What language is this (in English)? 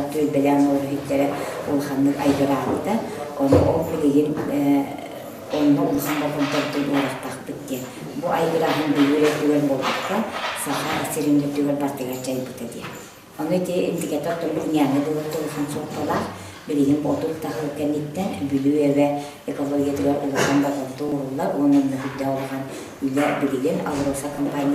Yakut